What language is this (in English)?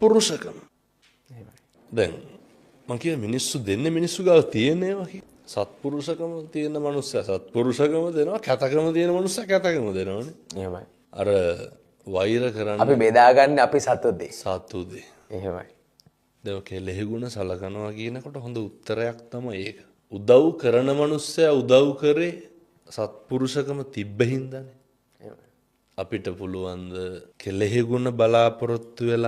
Sinhala